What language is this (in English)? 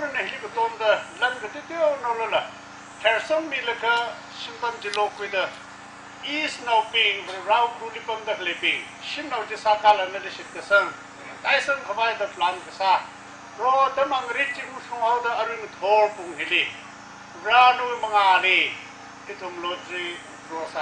Tangkhul Naga (India)